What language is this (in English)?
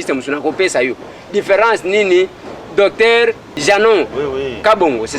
Lingala